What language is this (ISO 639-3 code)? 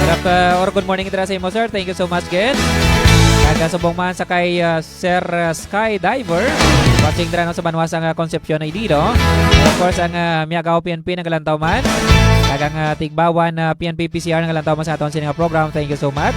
hil